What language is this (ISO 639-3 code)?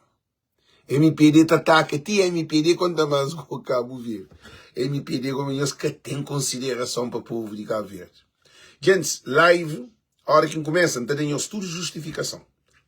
kea